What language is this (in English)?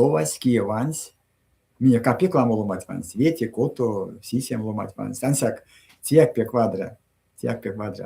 Erzya